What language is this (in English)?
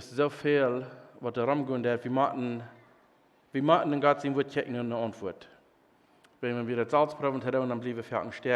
Plautdietsch